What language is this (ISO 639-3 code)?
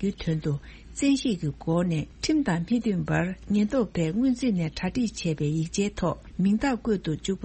bod